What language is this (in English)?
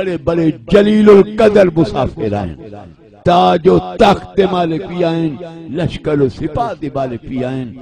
Saraiki